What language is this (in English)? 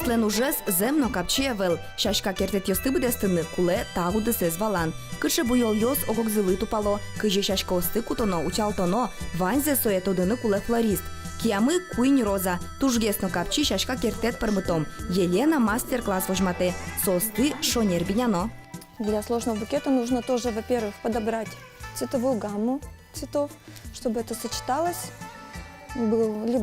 Udmurt